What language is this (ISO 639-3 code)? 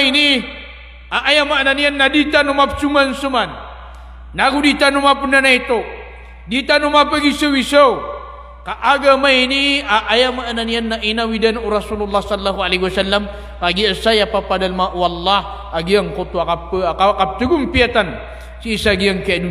mrw